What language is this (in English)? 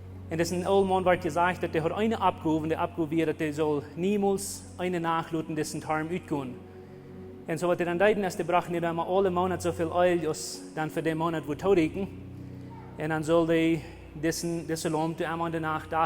Plautdietsch